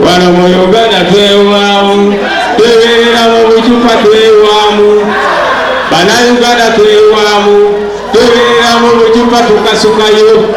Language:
Ganda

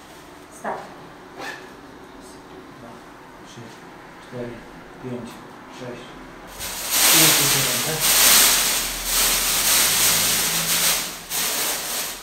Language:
Polish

